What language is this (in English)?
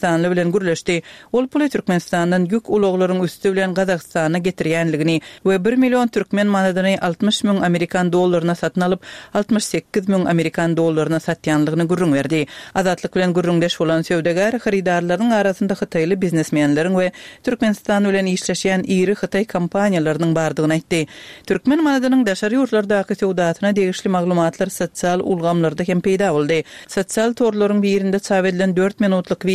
Turkmen